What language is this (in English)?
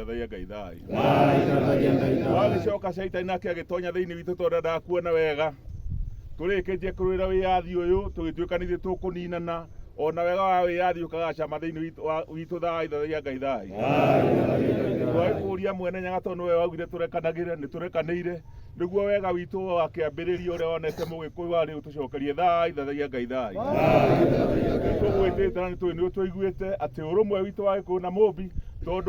Kikuyu